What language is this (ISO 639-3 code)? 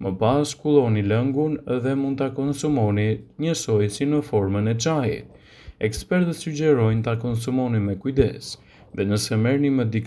sqi